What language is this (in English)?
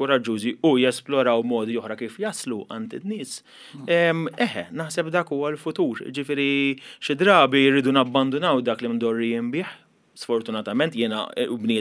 Maltese